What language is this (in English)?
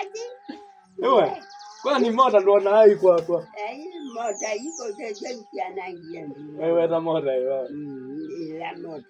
Kamba